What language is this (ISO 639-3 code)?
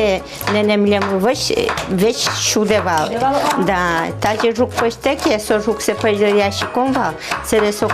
udm